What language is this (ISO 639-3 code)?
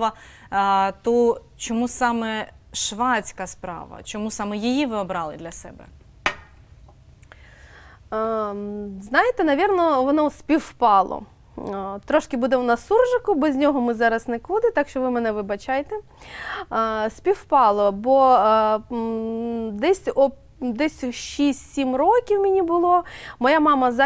ukr